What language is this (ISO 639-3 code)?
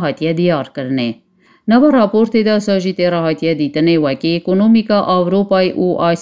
kur